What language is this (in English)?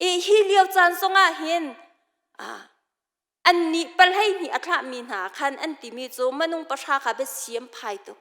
Hakha Chin